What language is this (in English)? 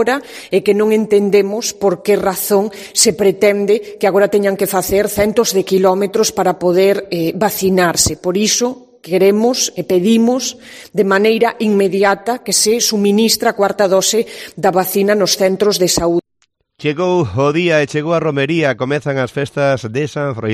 Galician